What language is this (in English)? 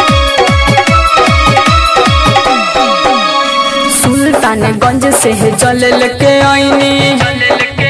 Bhojpuri